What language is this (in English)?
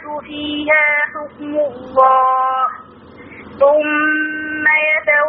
Arabic